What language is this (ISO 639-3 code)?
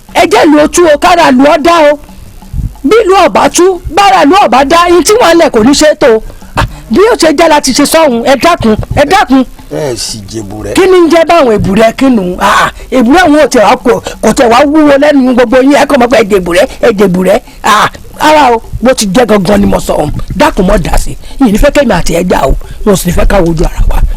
yor